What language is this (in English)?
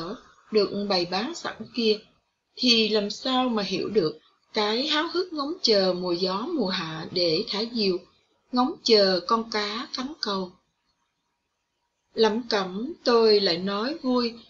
Vietnamese